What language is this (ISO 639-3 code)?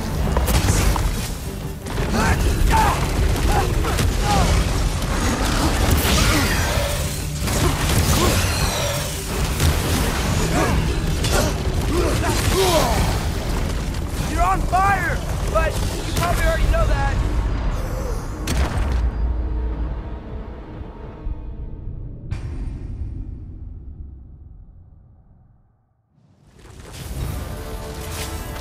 eng